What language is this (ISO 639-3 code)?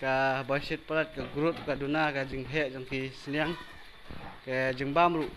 kha